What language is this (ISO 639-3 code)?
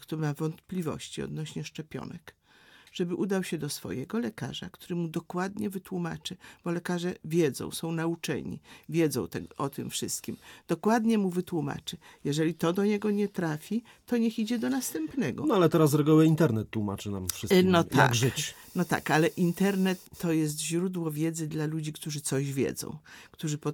pol